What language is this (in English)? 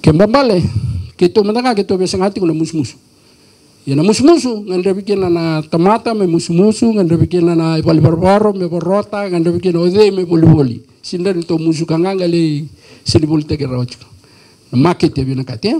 Fijian